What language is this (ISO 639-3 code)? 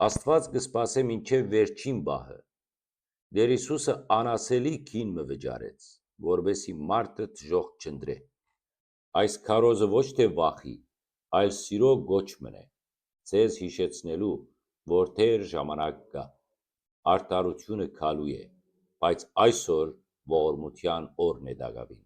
hyw